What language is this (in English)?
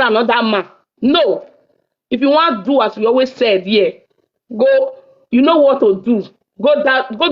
Nigerian Pidgin